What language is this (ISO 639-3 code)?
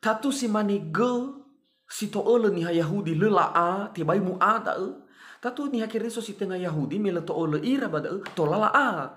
nia